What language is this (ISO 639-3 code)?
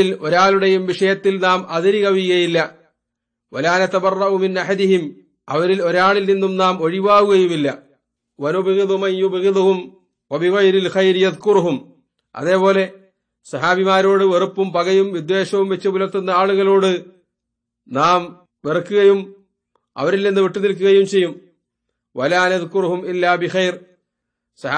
mal